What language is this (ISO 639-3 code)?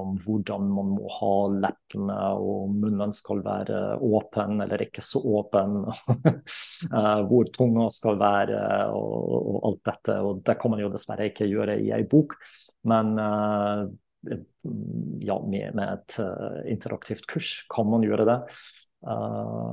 nor